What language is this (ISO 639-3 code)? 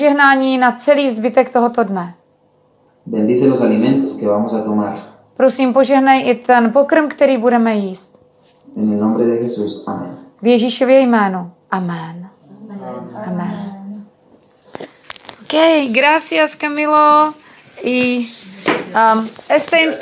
ces